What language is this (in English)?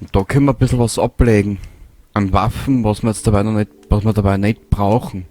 Bavarian